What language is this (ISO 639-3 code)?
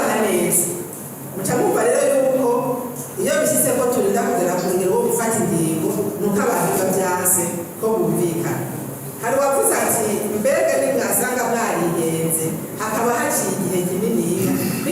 run